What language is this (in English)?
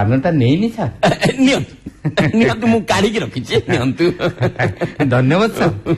Odia